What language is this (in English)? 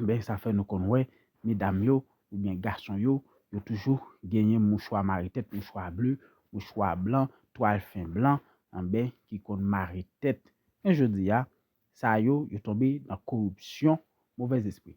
Haitian Creole